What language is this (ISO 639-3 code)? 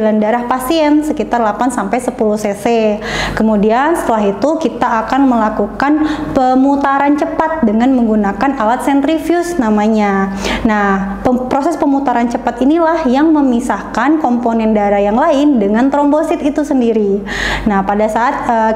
ind